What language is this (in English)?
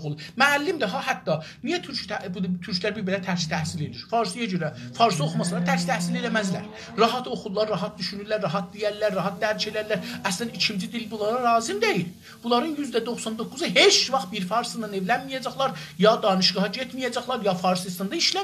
South Azerbaijani